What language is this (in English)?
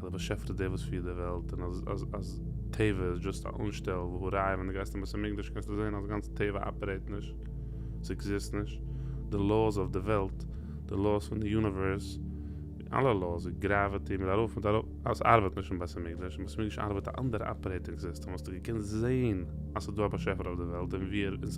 Yiddish